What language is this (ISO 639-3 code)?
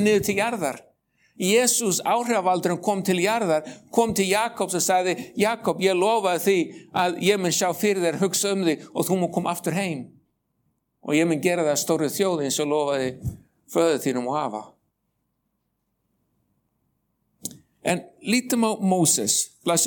isl